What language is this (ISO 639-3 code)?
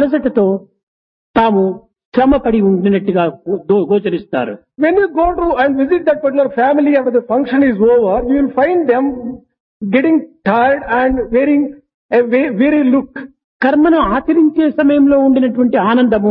tel